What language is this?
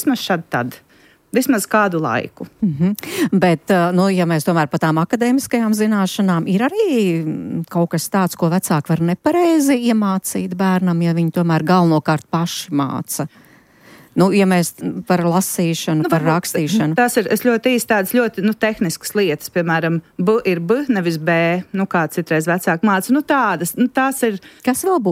Latvian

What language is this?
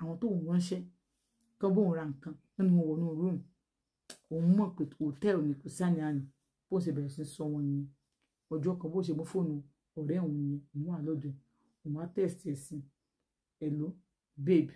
Yoruba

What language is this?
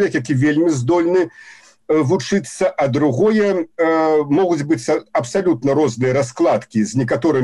Belarusian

